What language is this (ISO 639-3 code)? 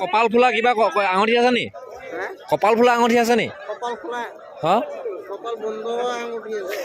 asm